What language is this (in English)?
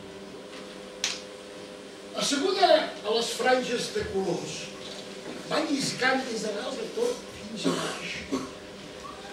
Catalan